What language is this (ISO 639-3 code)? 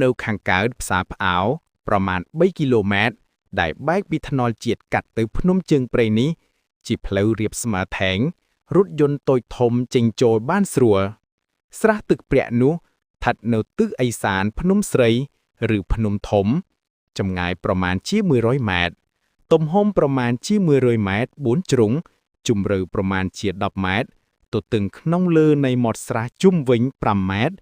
khm